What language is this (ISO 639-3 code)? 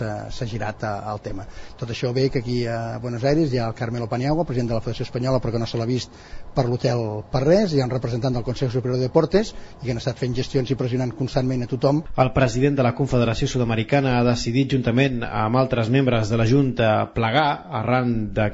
cat